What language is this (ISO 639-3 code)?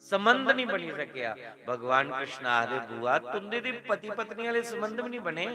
doi